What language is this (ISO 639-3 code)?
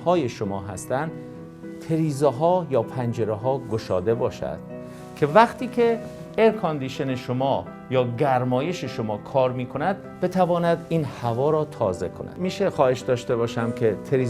fas